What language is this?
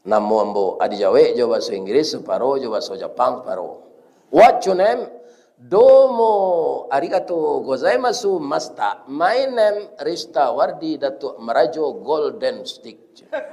Minangkabau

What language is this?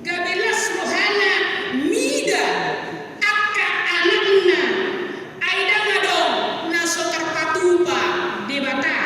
Batak Toba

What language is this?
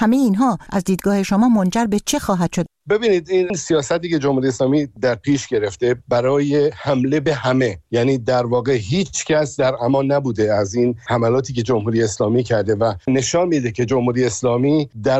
Persian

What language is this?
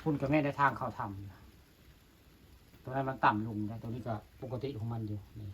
Northeastern Thai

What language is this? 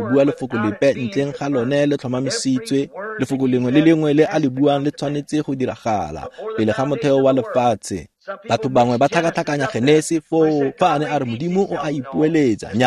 Tswana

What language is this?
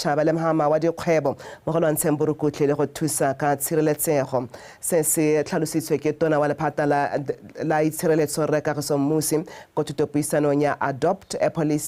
Tswana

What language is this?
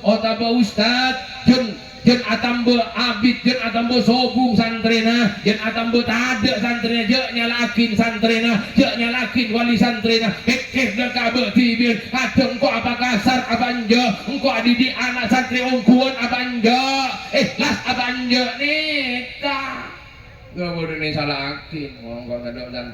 Madurese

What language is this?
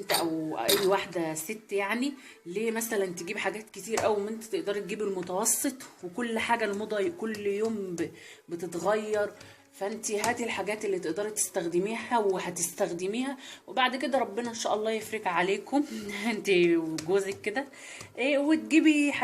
Egyptian Arabic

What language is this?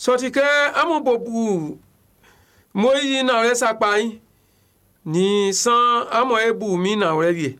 Baoulé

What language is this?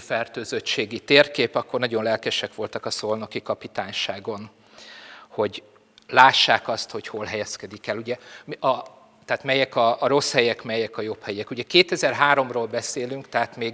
Hungarian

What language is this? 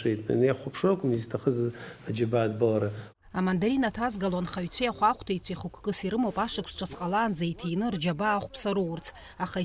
Abkhazian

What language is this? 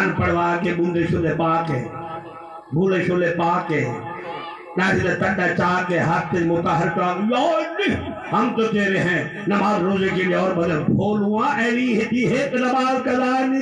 Saraiki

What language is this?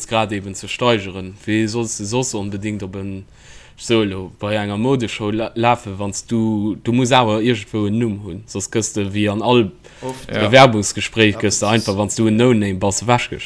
Luxembourgish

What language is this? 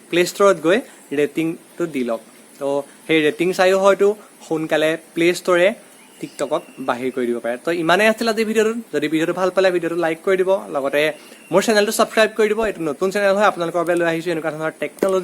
Assamese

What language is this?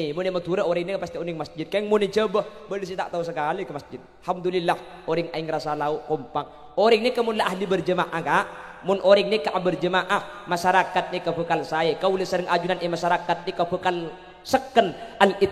Madurese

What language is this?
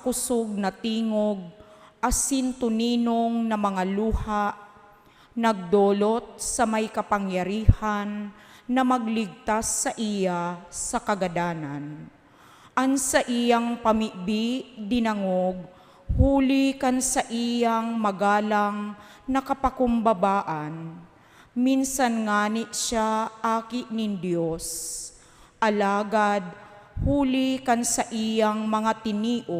Bikol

